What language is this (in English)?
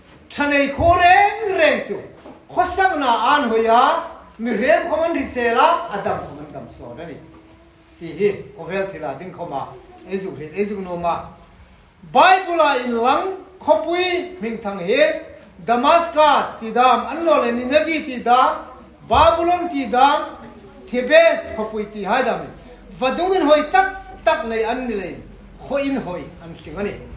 Hmar